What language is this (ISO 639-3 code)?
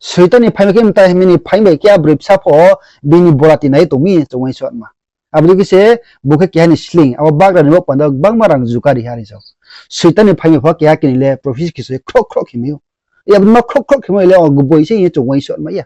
ria